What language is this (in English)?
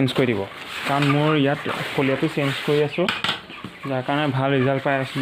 Assamese